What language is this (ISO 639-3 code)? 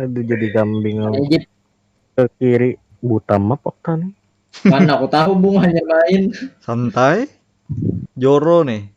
bjn